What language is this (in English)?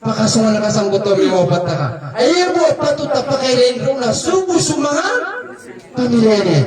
Maranao